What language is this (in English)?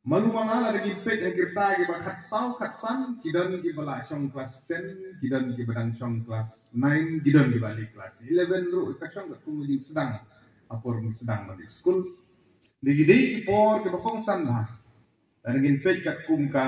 Khasi